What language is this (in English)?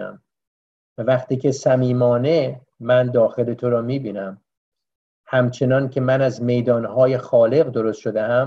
Persian